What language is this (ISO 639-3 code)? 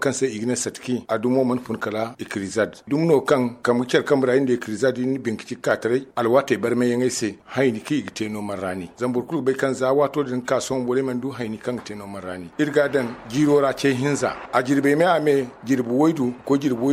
dje